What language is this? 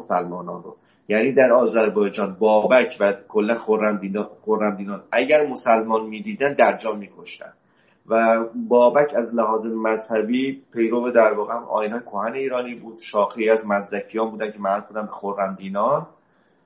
Persian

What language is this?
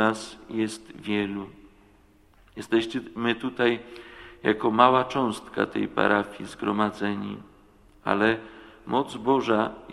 Polish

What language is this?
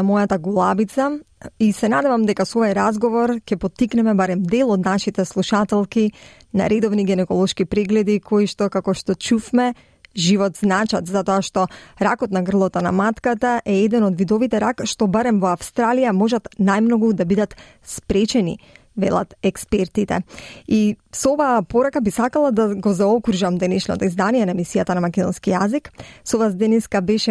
Macedonian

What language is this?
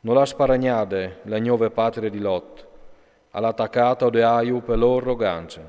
Friulian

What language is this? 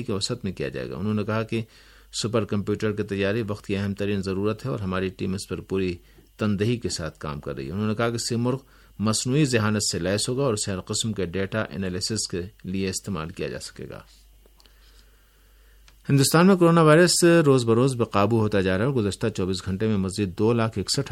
Urdu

